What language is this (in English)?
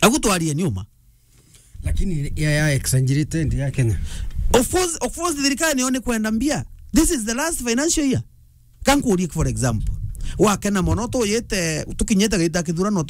Meru